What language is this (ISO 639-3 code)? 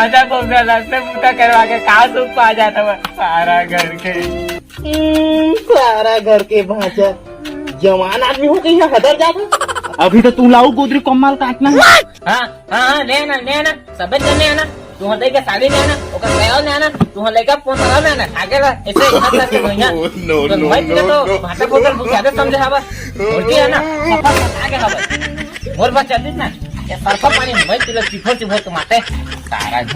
hne